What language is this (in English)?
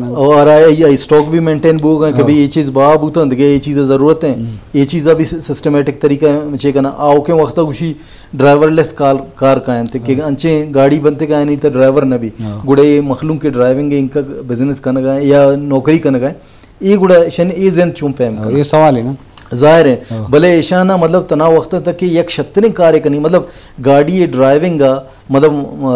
Baluchi